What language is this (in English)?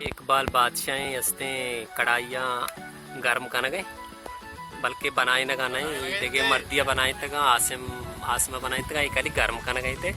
Baluchi